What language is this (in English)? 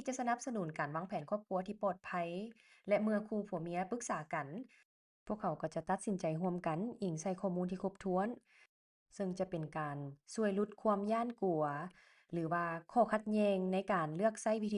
Lao